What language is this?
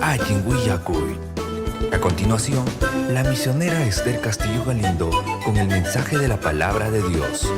Ayacucho Quechua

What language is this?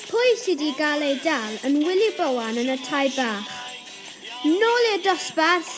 Welsh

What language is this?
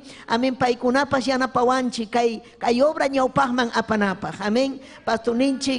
Ayacucho Quechua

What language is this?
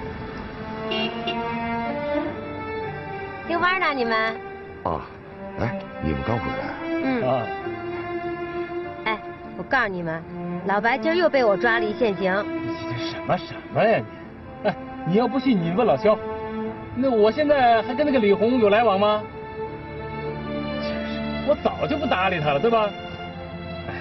Chinese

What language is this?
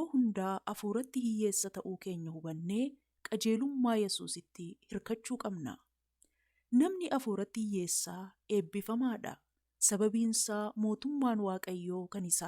Oromo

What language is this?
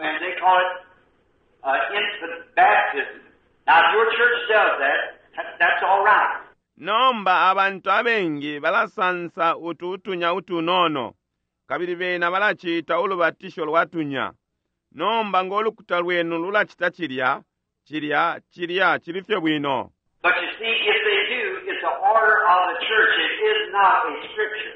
Bemba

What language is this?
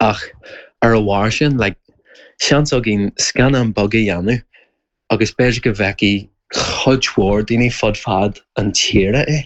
Irish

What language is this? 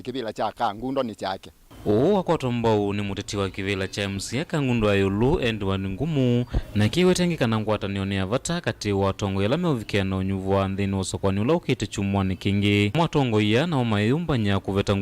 Kamba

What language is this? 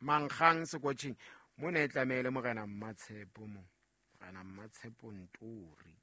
Southern Sotho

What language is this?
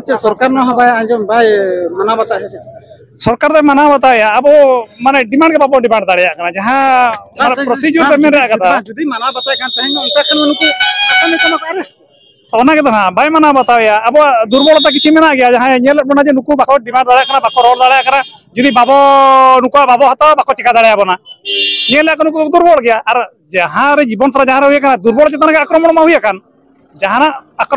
Santali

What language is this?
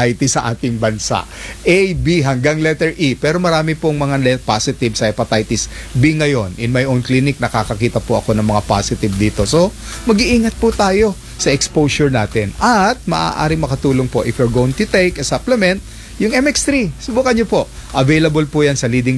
Filipino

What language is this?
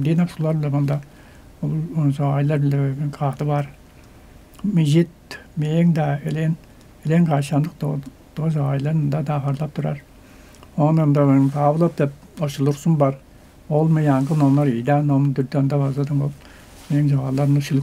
Tuvinian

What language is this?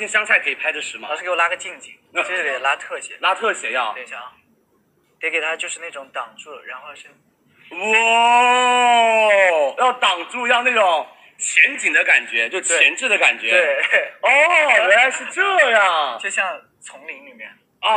Chinese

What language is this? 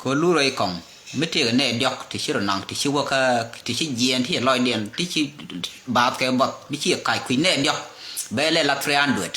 Nuer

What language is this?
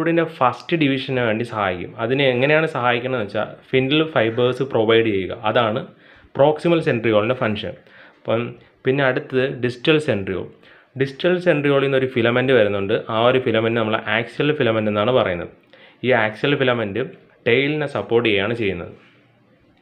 Malayalam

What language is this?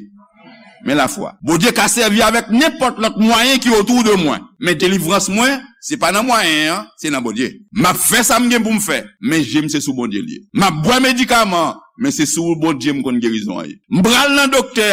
Haitian Creole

